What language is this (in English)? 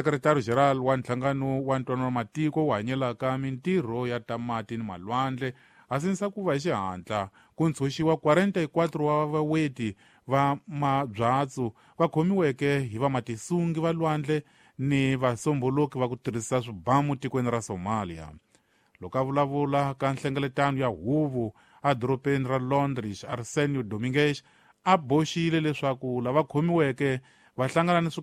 Tsonga